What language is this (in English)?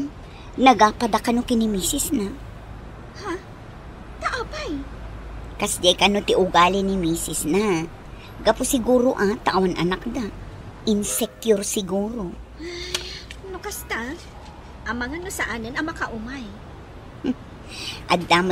Iloko